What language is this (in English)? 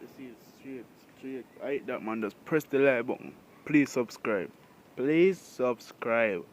Jamaican Creole English